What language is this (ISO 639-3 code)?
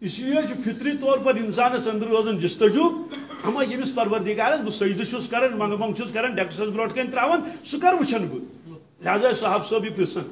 kas